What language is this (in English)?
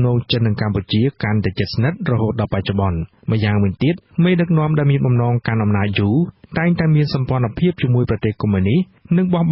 Khmer